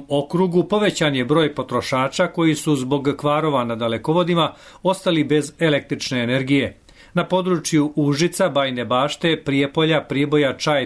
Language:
Serbian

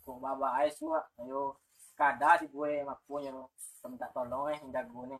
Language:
Minangkabau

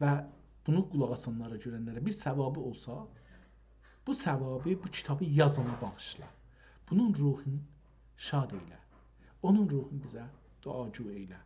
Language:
South Azerbaijani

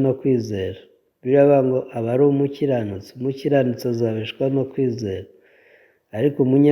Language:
Kinyarwanda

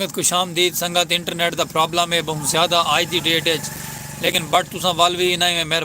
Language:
Saraiki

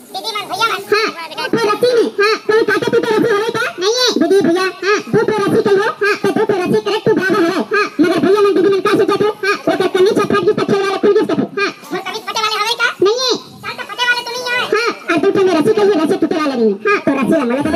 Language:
Chhattisgarhi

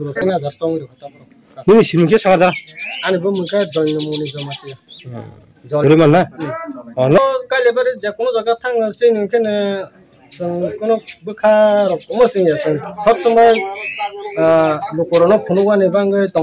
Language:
Kok Borok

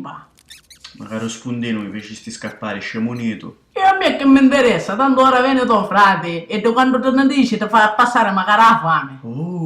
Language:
Sicilian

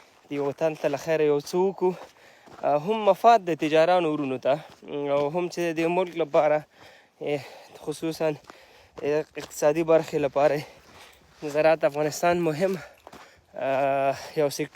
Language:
Pashto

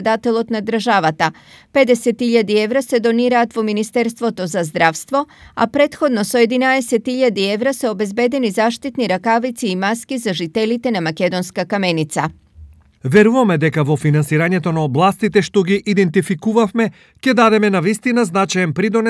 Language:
Macedonian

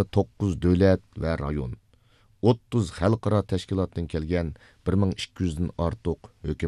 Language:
Uyghur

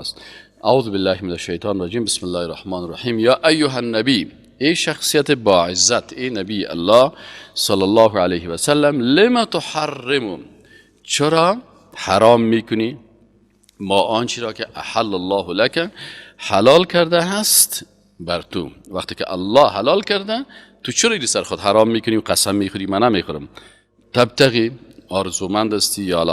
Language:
Persian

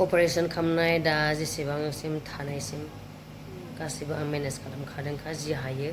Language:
Bodo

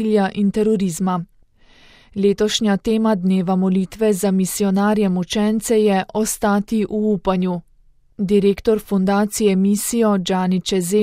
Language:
Slovenian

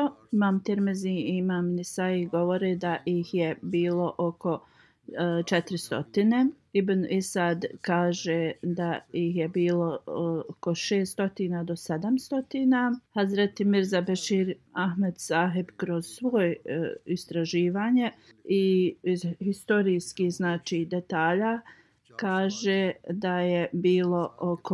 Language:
Bosnian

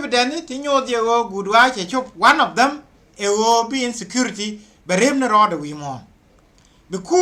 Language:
Nuer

